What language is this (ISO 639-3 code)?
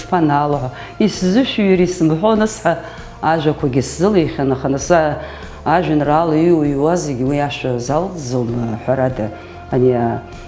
abk